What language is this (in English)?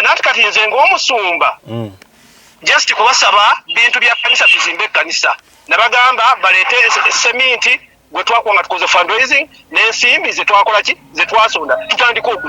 Ganda